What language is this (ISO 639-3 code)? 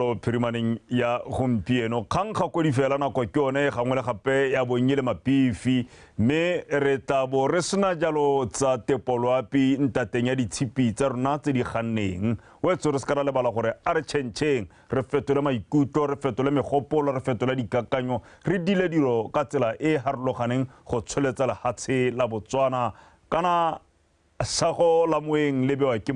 tsn